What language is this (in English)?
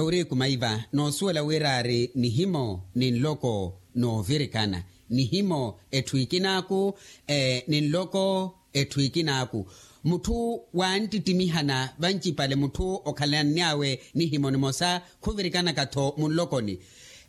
Makhuwa